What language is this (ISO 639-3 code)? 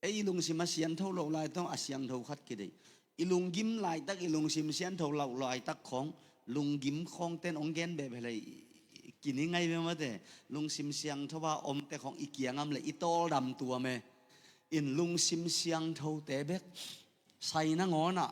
ctd